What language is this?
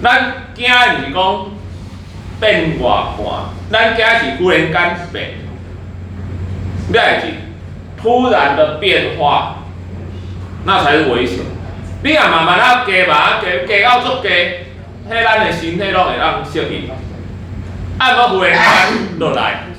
Min Nan Chinese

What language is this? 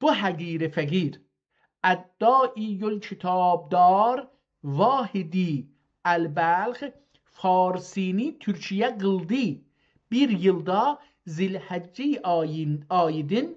South Azerbaijani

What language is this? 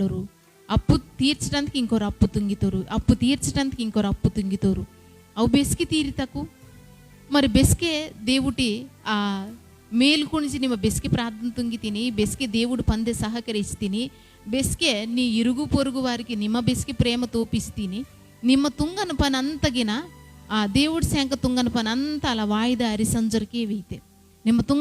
Koya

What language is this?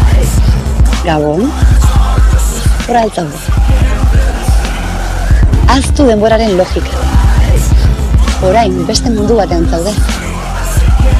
Basque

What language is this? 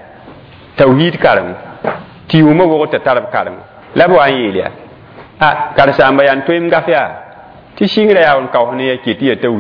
Mossi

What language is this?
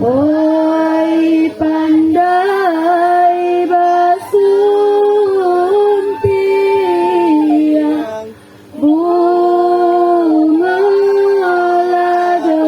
Minangkabau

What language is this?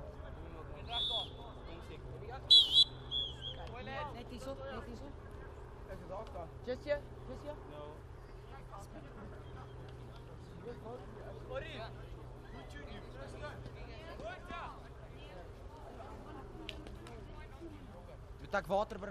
Afrikaans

